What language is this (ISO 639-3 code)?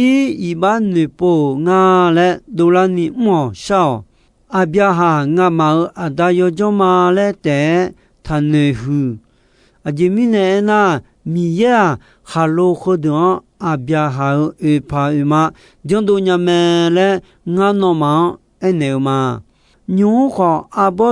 ahk